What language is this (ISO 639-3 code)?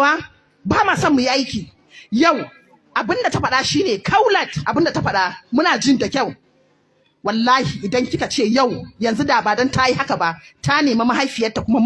hau